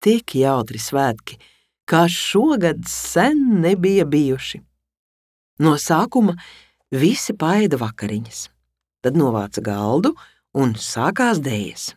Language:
Latvian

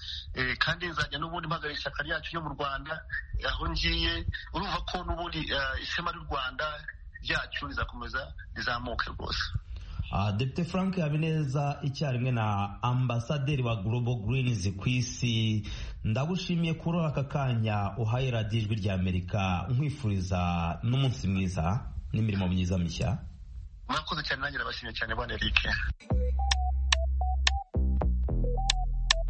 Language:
Kinyarwanda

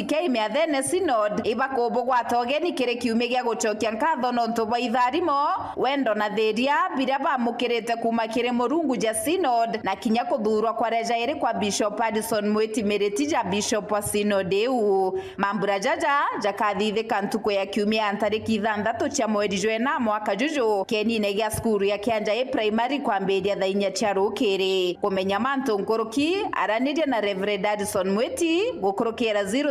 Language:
Meru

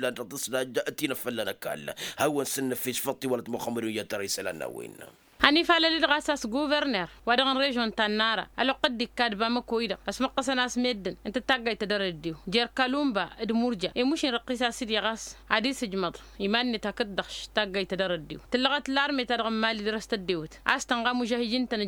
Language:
Tamasheq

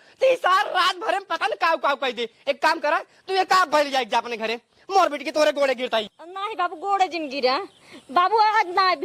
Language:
Awadhi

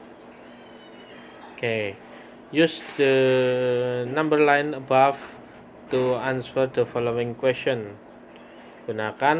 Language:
Indonesian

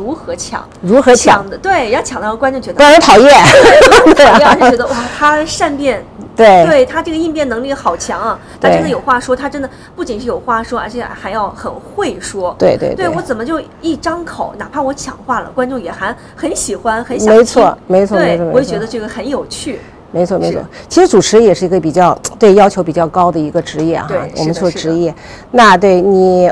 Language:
Chinese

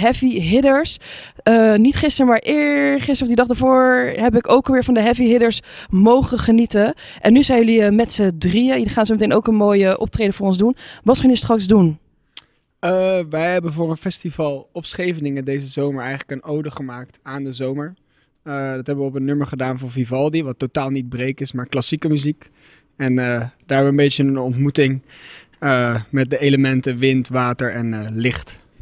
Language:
Dutch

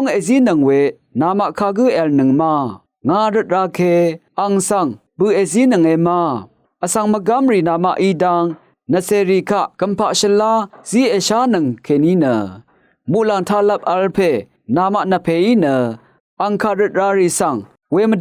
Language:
Rawang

